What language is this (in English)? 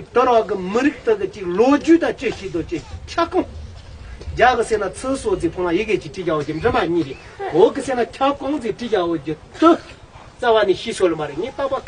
Tibetan